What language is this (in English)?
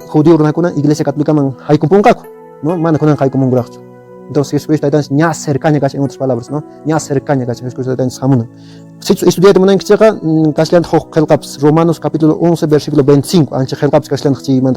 Quechua